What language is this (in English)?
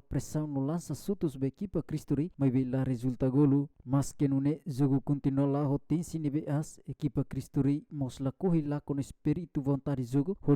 Tetum